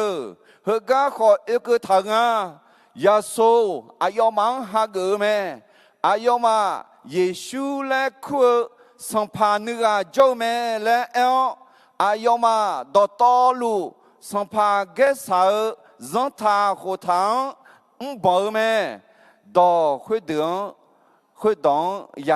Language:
Akha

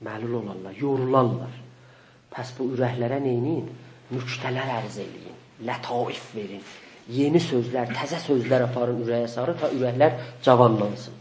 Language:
South Azerbaijani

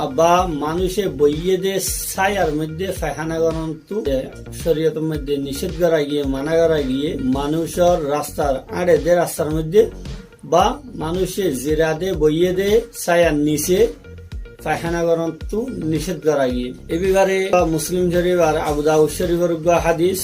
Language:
Rohingya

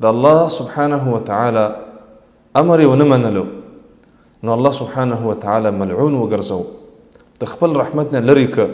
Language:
Pashto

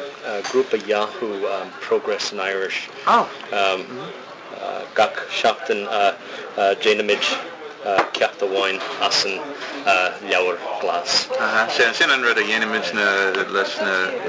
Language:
Irish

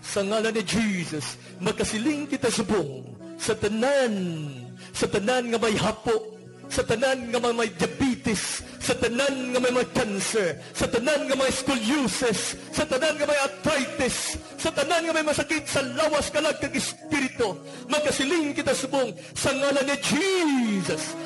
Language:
Hiligaynon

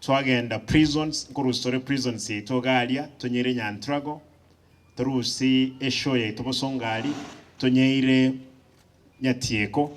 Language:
Gusii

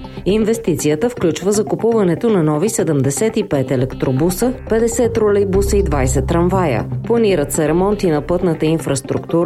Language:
Bulgarian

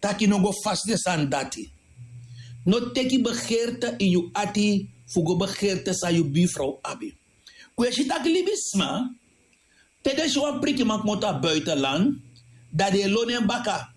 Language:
Sranan Tongo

